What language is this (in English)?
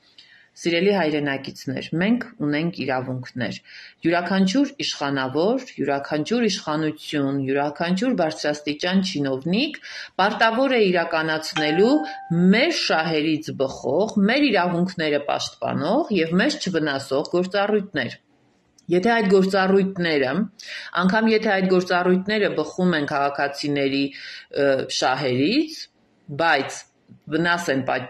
Armenian